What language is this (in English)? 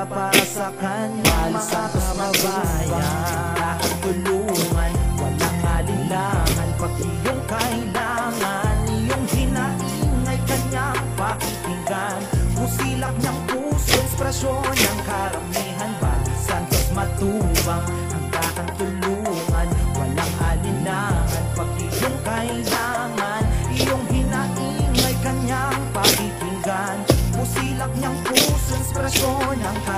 Filipino